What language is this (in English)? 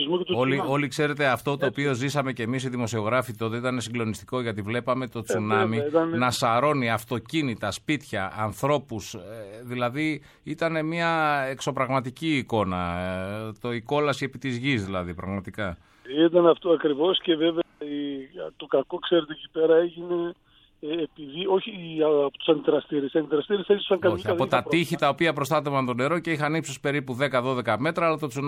Greek